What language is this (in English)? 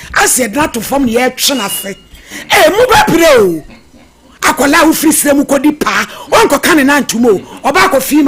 Akan